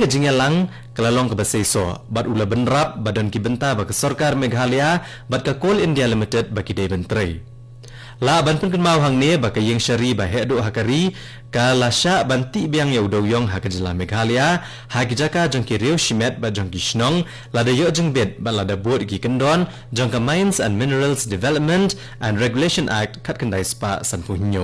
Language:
Khasi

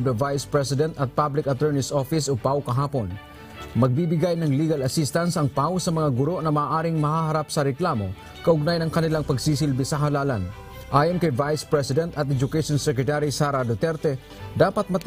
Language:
Filipino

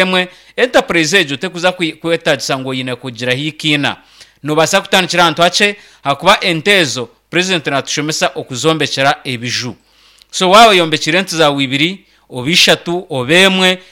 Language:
Nyankole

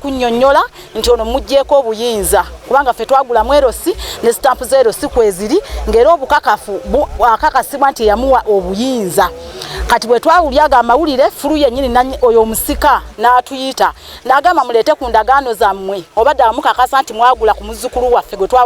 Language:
Ganda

